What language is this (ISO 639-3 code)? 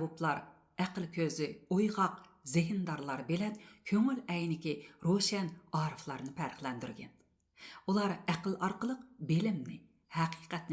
uig